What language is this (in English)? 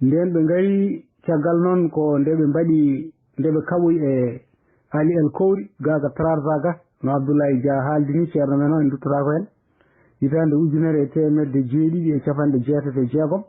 Fula